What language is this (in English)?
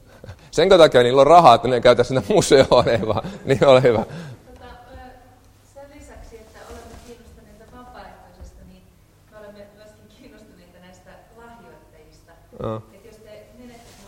Finnish